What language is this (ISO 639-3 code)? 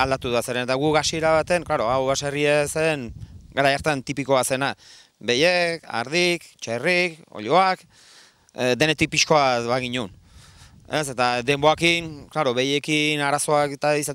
eus